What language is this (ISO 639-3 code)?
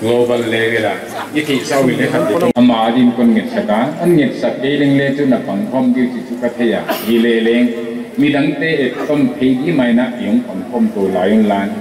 pck